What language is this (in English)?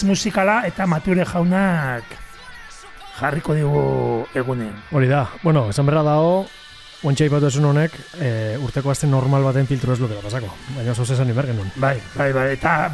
Basque